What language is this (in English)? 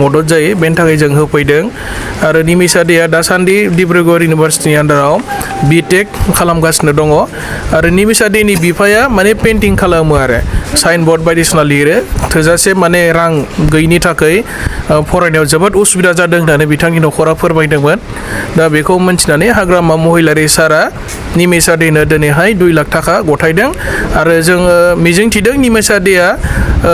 Bodo